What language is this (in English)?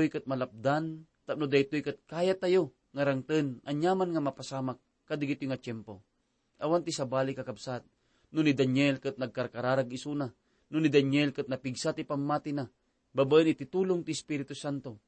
Iloko